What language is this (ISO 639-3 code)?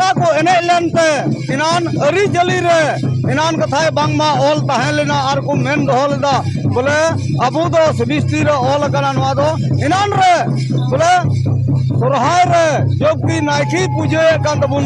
sat